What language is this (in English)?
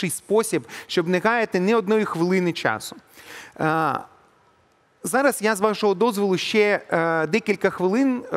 Ukrainian